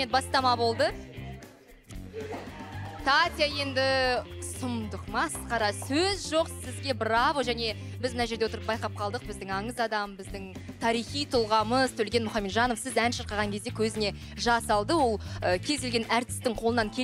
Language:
Kazakh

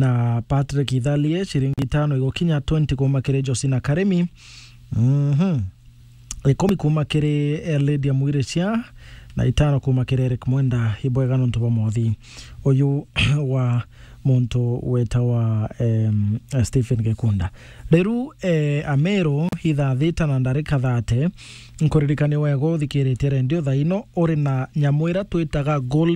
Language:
Meru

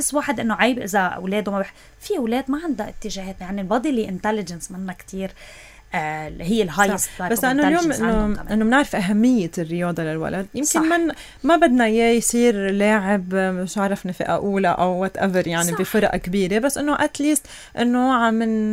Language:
North Levantine Arabic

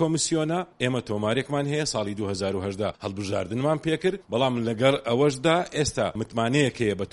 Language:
Central Kurdish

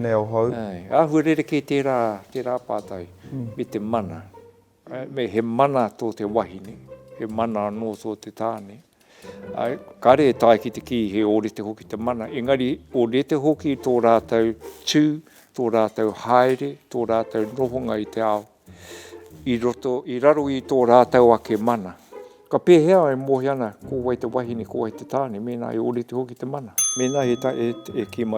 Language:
Māori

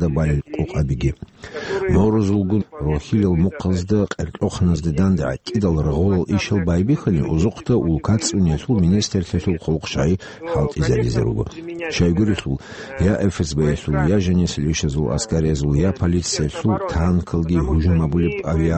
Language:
Avaric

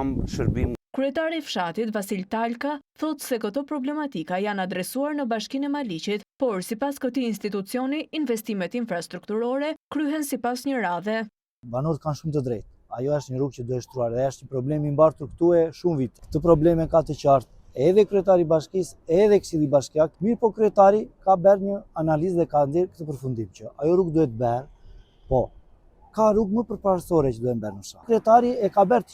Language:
Albanian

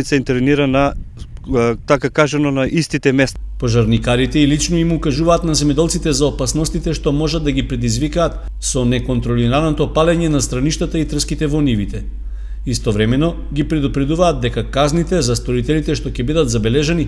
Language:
Macedonian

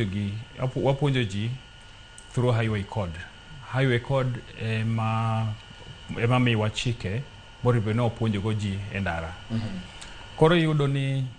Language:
Luo (Kenya and Tanzania)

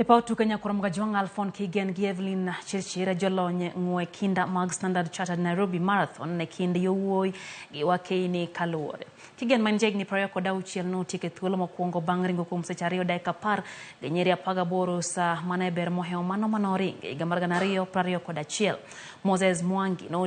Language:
Luo (Kenya and Tanzania)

